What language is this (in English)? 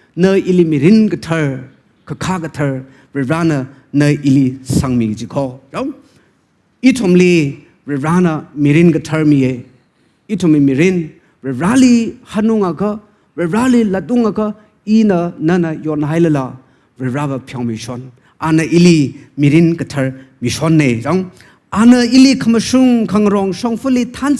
Tangkhul Naga (India)